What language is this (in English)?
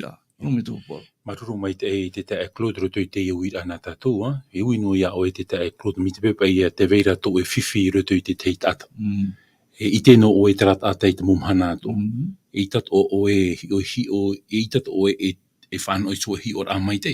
Tahitian